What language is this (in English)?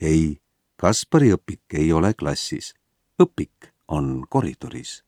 Estonian